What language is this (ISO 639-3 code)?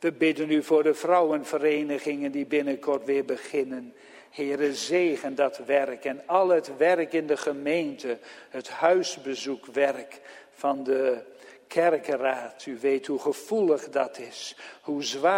nld